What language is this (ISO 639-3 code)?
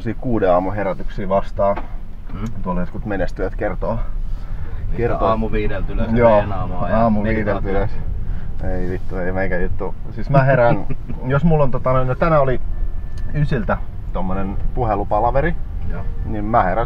fin